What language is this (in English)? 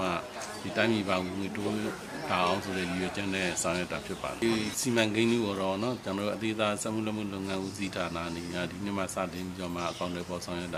Burmese